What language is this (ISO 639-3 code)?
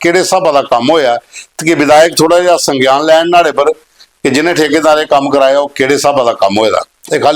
doi